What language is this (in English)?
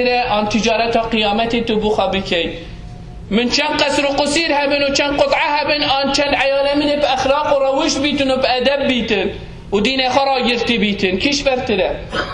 Kurdish